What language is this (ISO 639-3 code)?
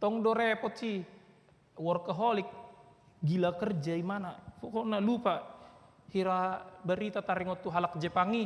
bbc